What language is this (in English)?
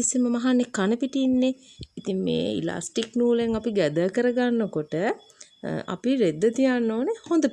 Sinhala